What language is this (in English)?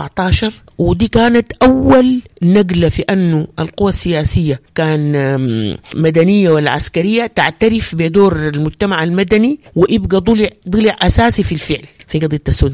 Sudanese Arabic